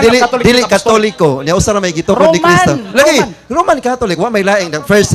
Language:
Cebuano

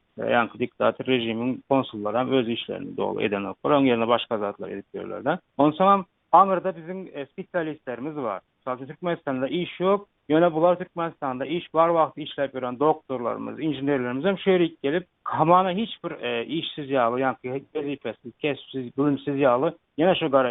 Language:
Turkmen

